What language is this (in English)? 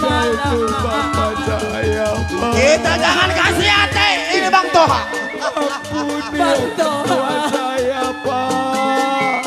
Betawi